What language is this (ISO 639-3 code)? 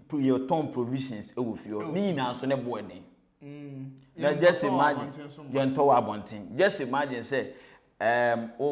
aka